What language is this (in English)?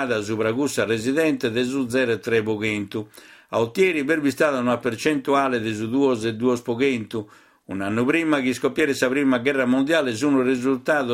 Sardinian